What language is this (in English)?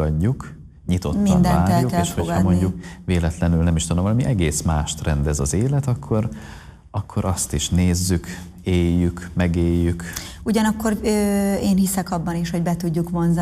Hungarian